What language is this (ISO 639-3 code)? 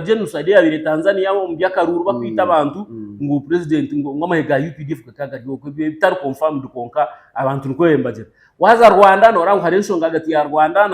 nyn